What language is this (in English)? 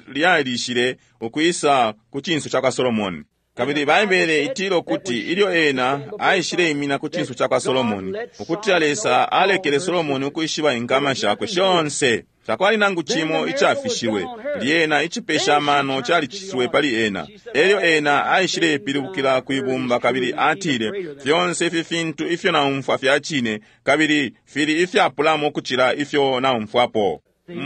Bemba